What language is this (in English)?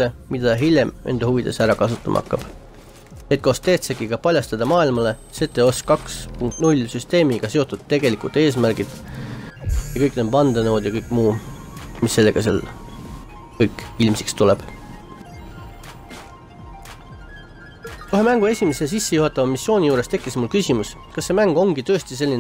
Estonian